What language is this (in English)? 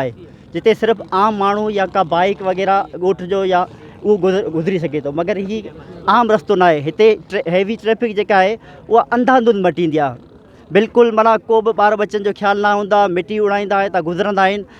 Sindhi